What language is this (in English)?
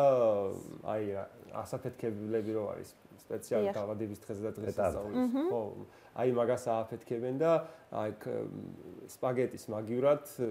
Georgian